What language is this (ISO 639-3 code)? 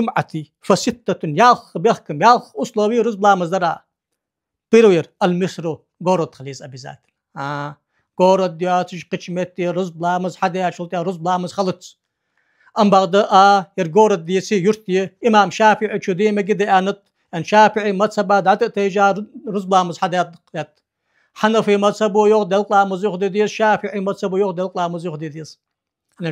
inh